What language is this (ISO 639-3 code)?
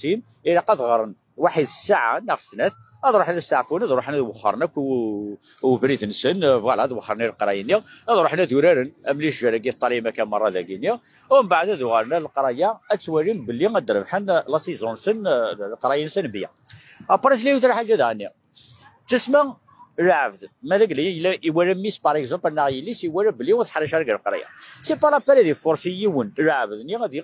kab